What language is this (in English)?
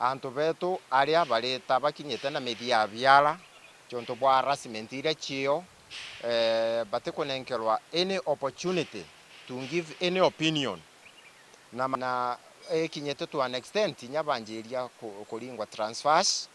Meru